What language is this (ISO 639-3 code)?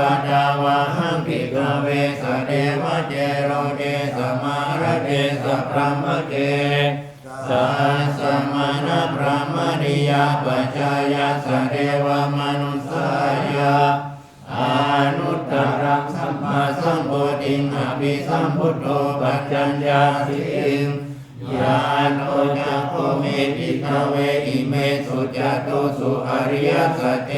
pli